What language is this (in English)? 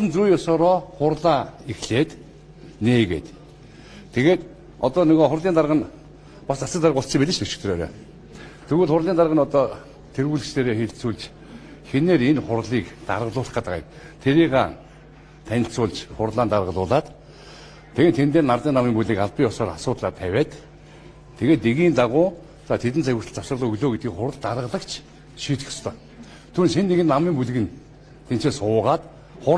Mongolian